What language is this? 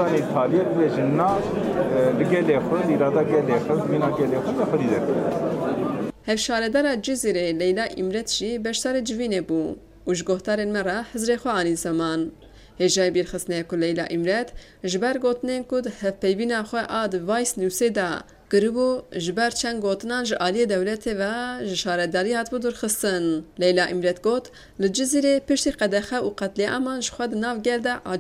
Kurdish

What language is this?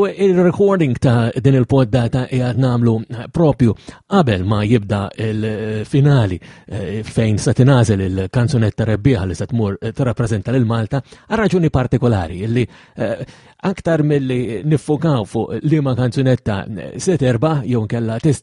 Maltese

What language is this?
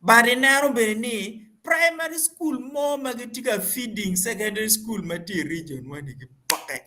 Acoli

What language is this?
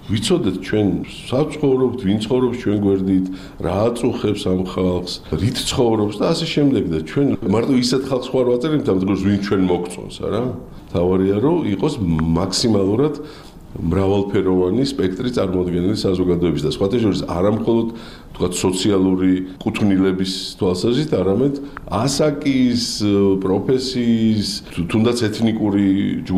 Georgian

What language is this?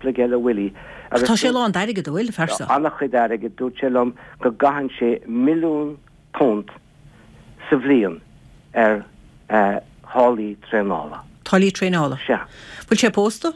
Irish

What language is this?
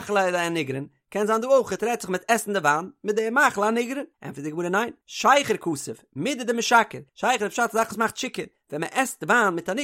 Yiddish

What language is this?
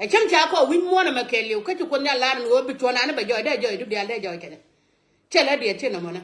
Nuer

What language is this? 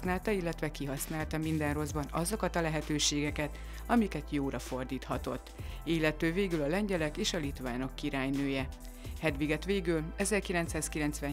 Hungarian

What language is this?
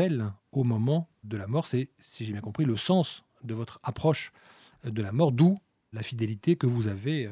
French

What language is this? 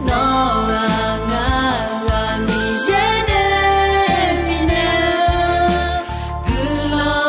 Akha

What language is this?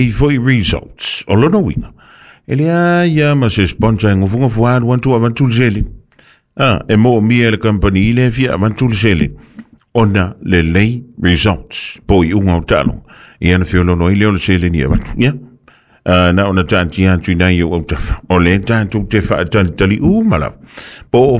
Samoan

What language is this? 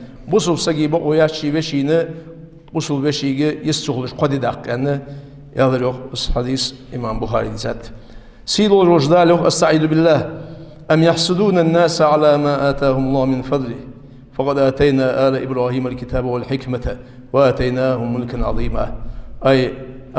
Ingush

